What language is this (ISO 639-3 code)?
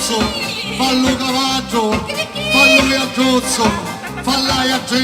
scn